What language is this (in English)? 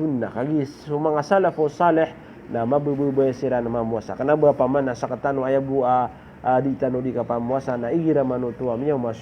Maranao